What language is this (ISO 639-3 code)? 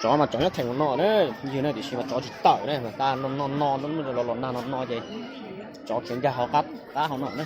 hmn